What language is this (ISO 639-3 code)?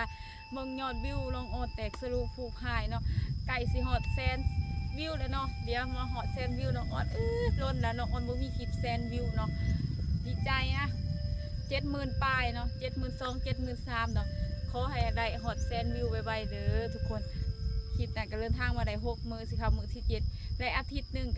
lao